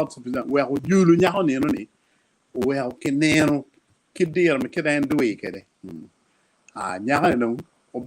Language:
Acoli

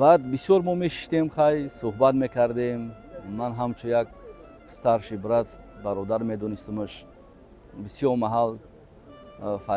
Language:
Tajik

